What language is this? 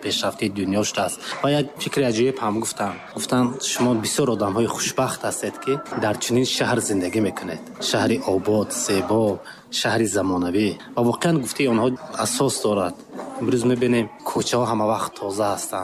Tajik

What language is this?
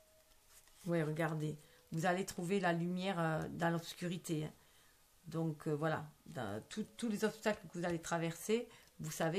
French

